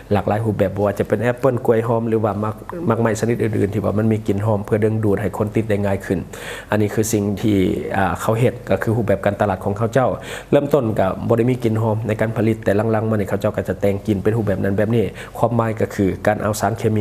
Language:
Lao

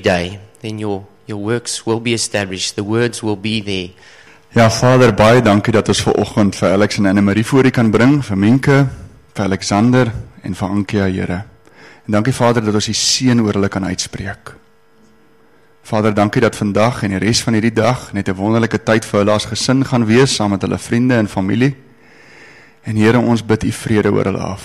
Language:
Afrikaans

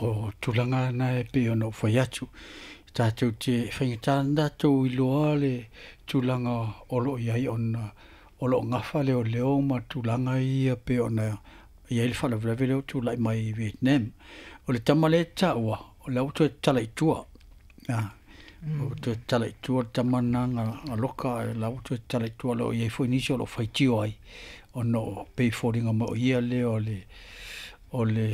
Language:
Samoan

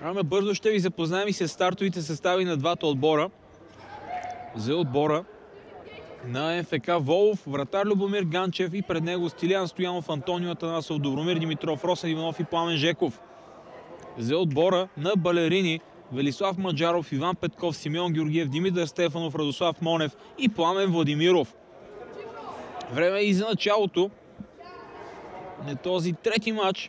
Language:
Bulgarian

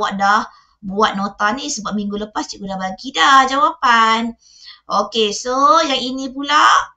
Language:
Malay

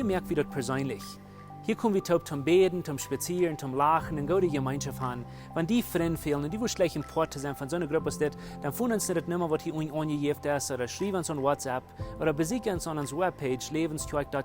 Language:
Plautdietsch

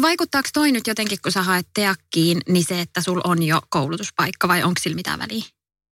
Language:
Finnish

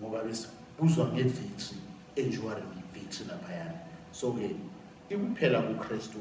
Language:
Zulu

